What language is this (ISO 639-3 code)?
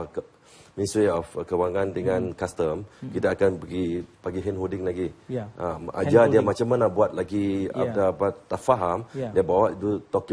msa